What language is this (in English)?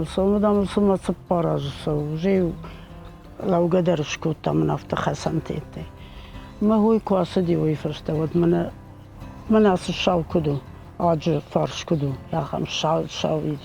Ossetic